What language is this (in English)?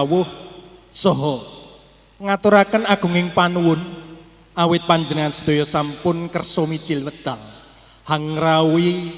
Javanese